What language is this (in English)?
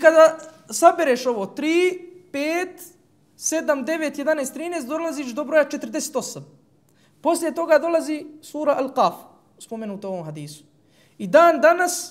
Bosnian